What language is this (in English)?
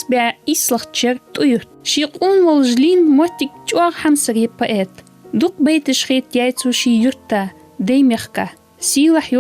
Ingush